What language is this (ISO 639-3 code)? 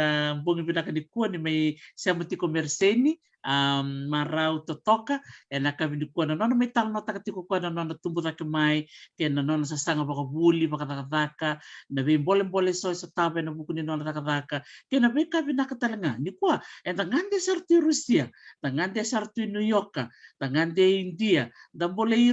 fij